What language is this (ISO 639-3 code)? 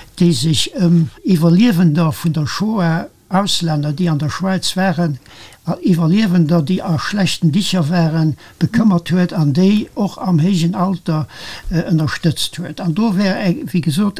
ltz